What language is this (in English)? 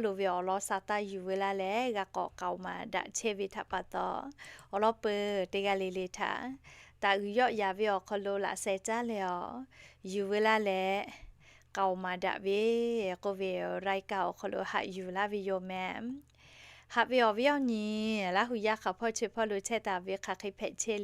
Lahu